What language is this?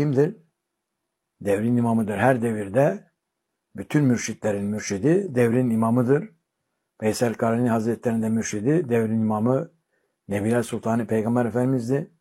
Turkish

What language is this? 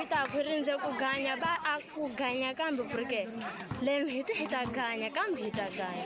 Tsonga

